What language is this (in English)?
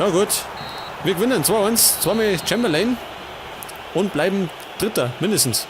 Bavarian